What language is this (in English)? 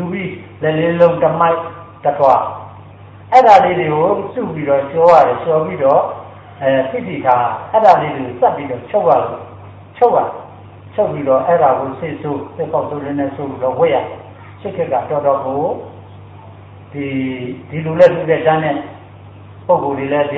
Burmese